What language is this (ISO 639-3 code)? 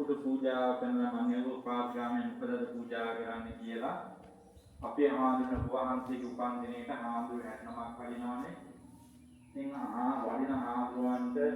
sin